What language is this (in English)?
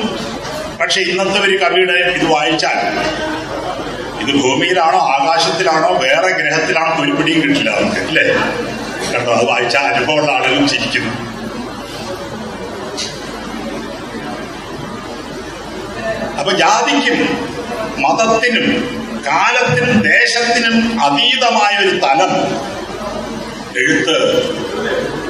Malayalam